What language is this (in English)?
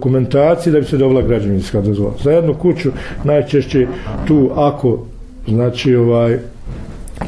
Bosnian